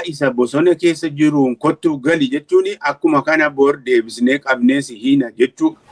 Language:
Oromo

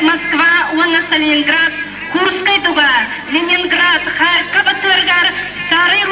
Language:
Yakut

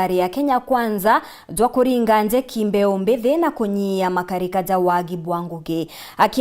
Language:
Meru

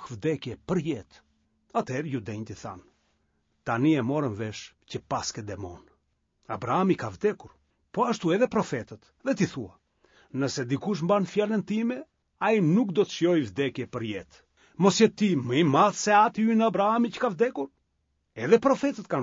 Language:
Albanian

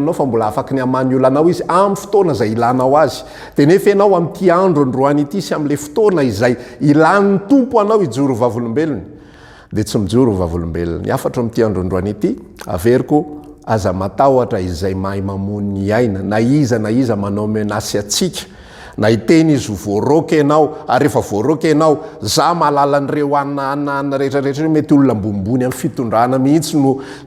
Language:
Malagasy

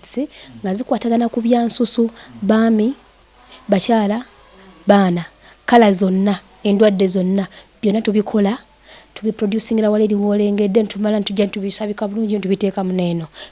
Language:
Ganda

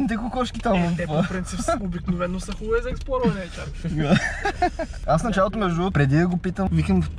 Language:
Bulgarian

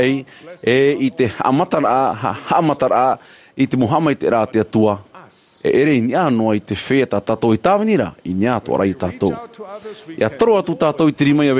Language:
Tahitian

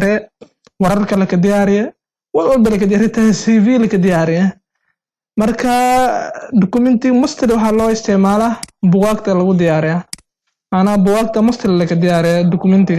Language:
Somali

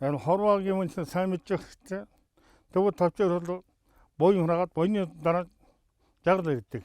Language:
Mongolian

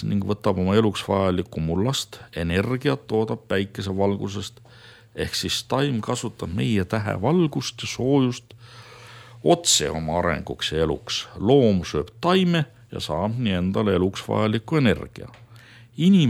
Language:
Estonian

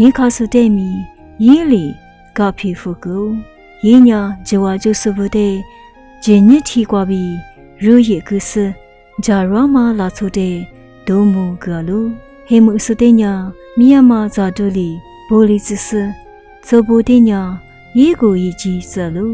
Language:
Lisu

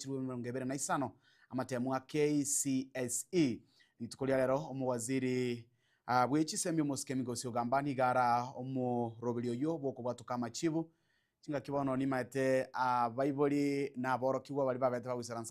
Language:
Gusii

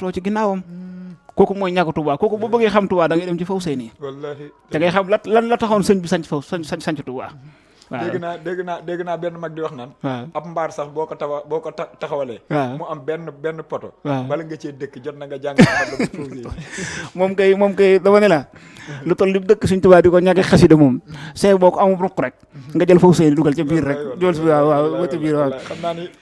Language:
Wolof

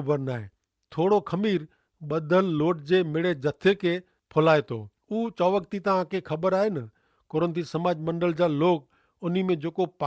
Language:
Kachhi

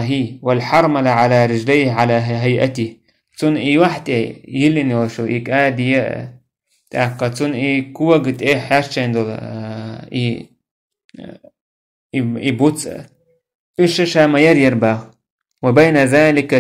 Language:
Chechen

